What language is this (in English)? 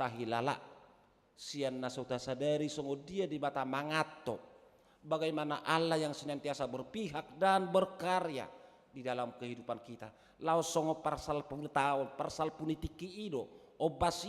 Batak Toba